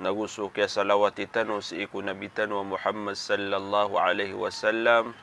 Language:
Maranao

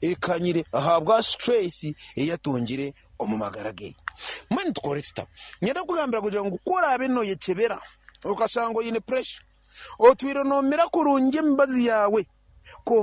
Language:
Nyankole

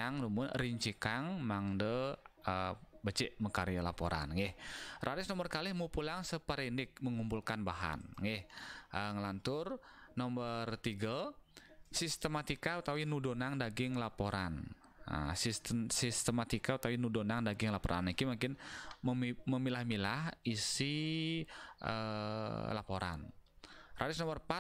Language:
Balinese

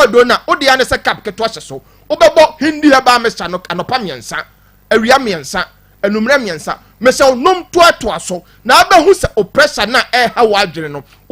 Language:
Akan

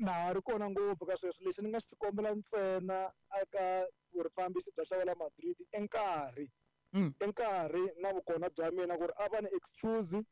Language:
Tsonga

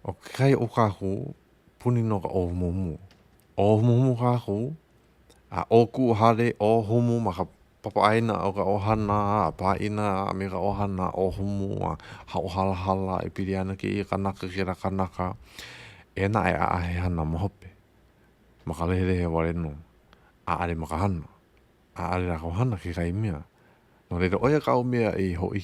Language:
Hawaiian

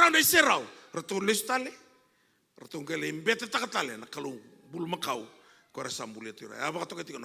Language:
Fijian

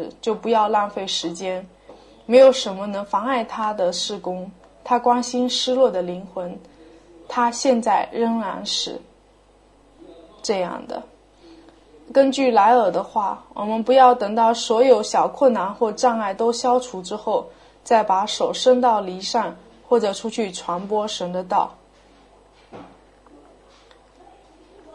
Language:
Chinese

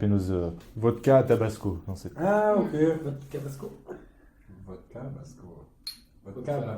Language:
Breton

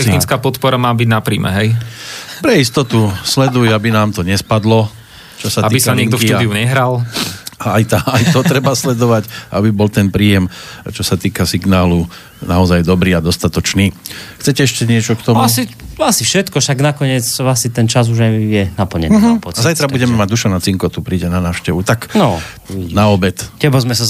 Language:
Slovak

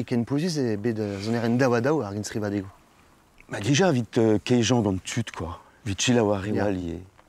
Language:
Breton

